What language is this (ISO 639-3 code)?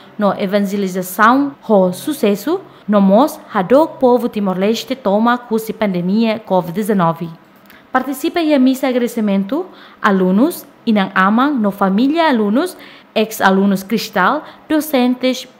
tet